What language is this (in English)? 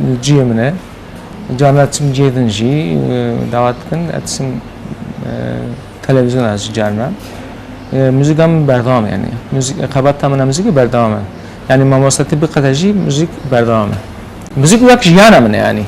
Kurdish